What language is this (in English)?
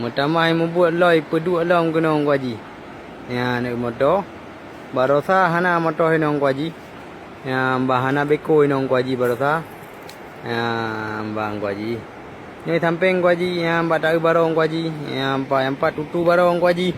Achinese